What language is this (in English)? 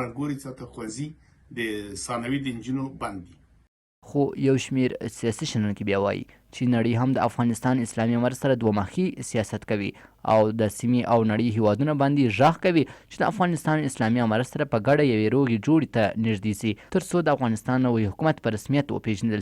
Pashto